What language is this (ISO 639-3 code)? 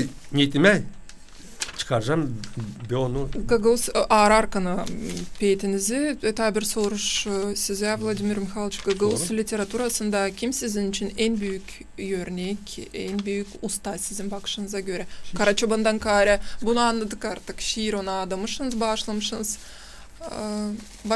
gag